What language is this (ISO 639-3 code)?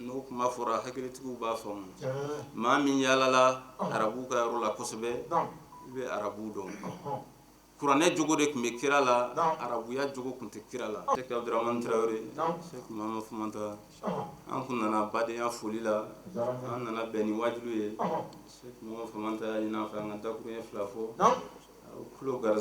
bam